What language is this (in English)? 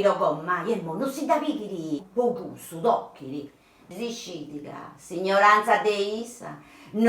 Sardinian